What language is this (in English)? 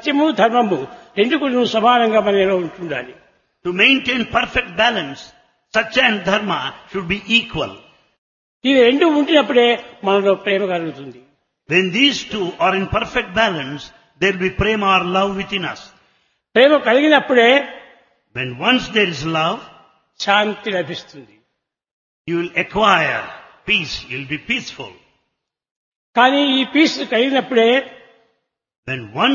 Telugu